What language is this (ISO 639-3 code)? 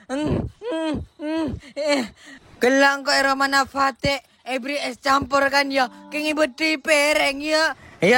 mad